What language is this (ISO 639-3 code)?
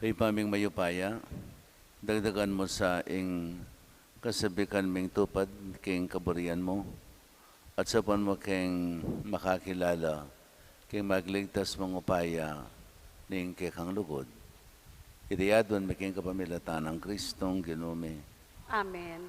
pam